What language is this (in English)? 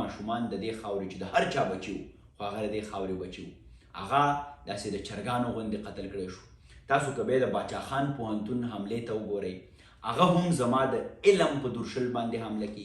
Pashto